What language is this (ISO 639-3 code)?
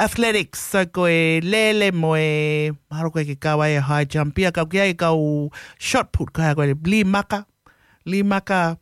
ton